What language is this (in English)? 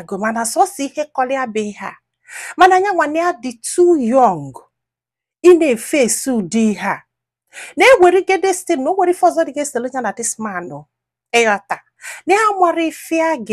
Igbo